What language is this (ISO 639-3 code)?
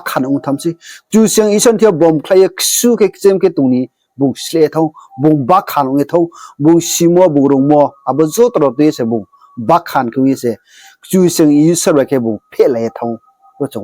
ria